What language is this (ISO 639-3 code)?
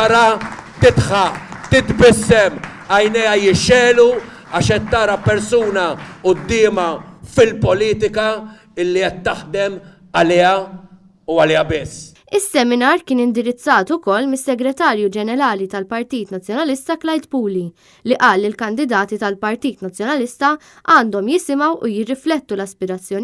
mlt